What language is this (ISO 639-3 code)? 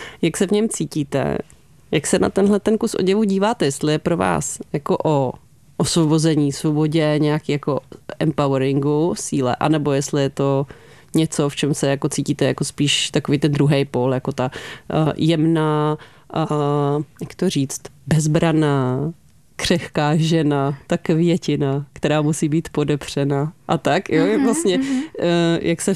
ces